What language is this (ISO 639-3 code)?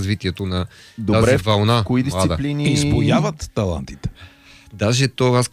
bul